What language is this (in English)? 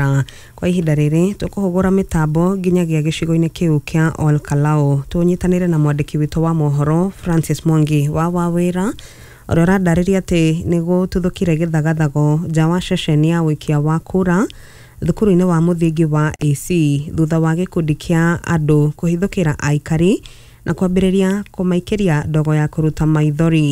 Kikuyu